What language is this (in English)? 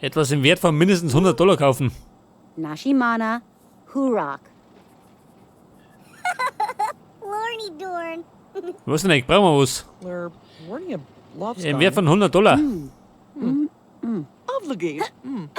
Bavarian